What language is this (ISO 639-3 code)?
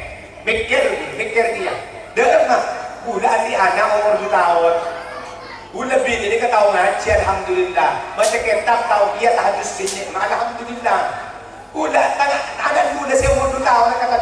mad